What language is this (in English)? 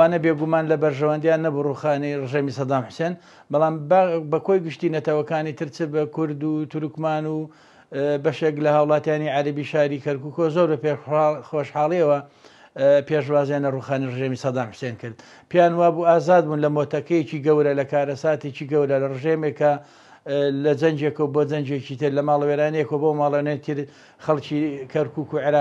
Central Kurdish